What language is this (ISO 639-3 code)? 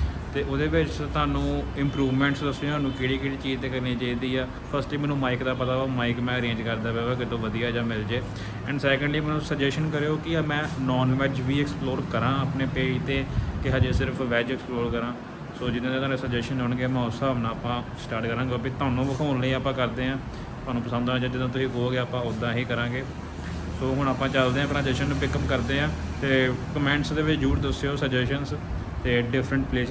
pan